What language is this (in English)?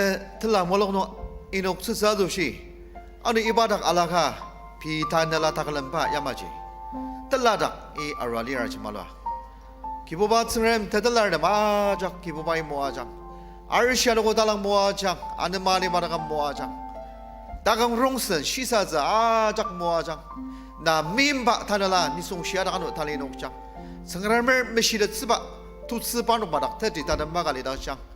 Ao Naga